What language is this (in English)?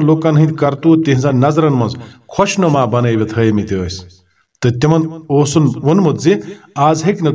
Kashmiri